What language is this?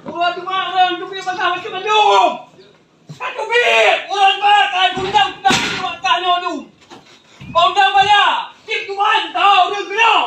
Achinese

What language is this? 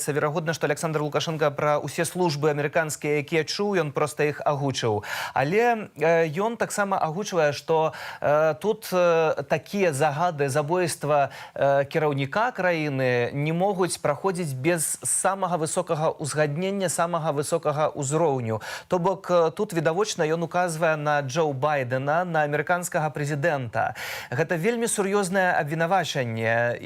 Belarusian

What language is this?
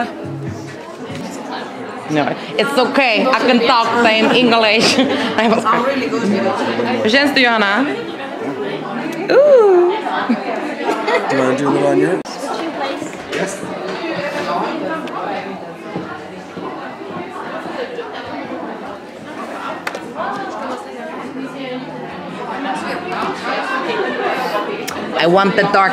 Swedish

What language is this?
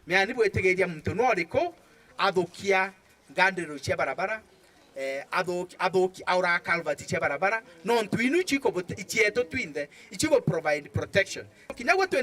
Meru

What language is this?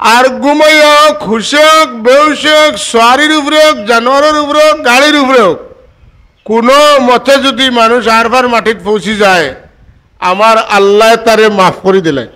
Sylheti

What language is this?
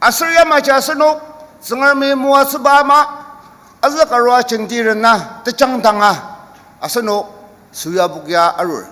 Ao Naga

